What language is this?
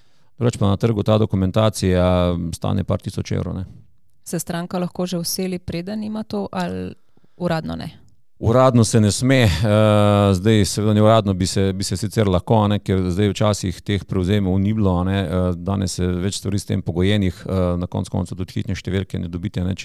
Slovenian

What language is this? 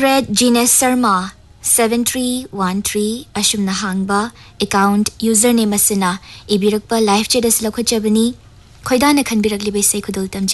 Manipuri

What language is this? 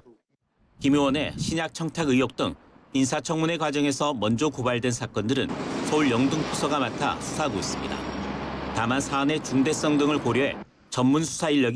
Korean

